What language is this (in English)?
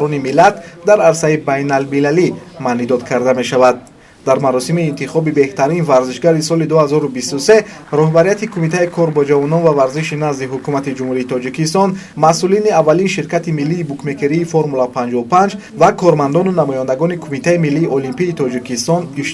Tajik